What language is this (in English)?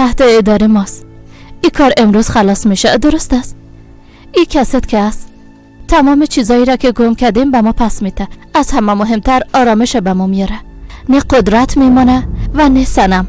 Persian